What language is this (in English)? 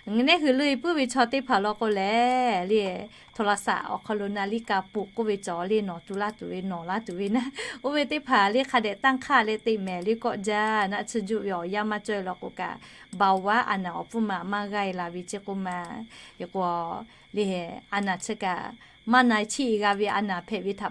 Lahu